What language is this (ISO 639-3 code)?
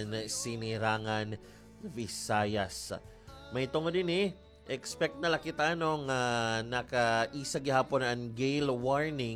war